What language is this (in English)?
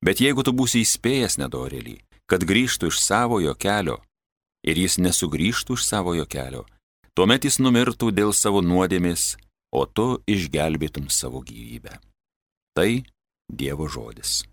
Lithuanian